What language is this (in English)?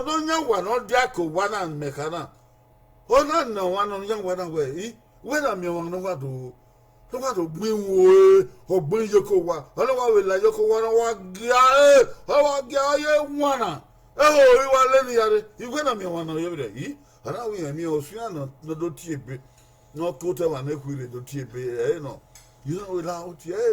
Bini